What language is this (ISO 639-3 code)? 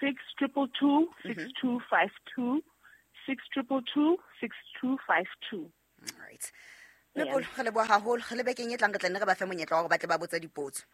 sot